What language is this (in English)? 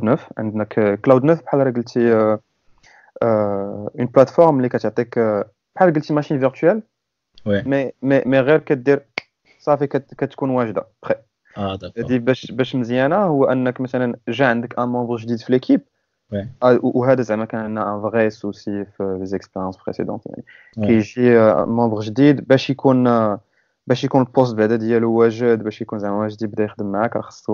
Moroccan Arabic